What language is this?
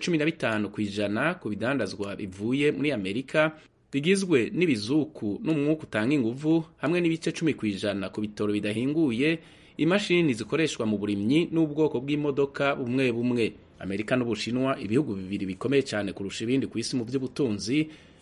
Kinyarwanda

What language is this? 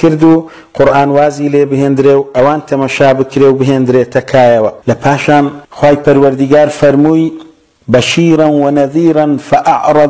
Central Kurdish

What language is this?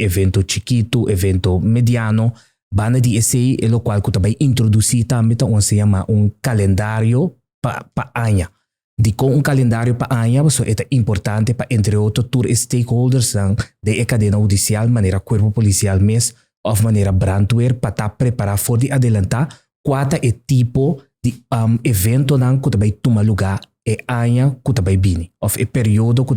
Papiamento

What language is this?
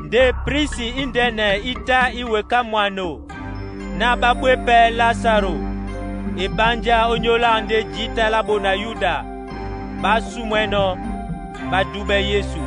Duala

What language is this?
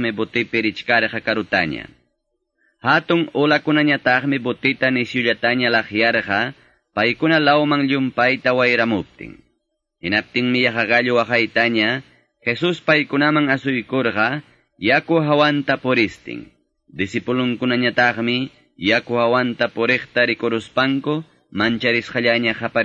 Quechua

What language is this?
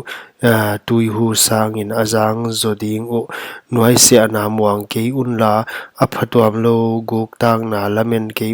Paite Chin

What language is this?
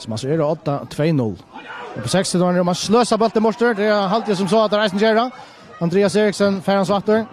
Faroese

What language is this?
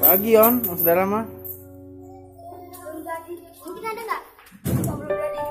Betawi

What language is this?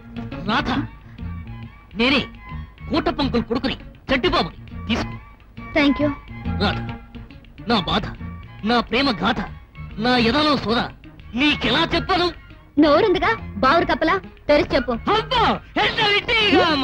Telugu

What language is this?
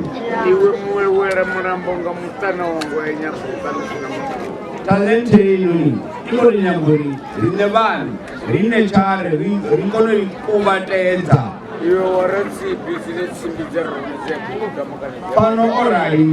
Venda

